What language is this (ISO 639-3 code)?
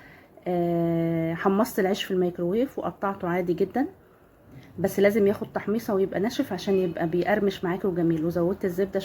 arz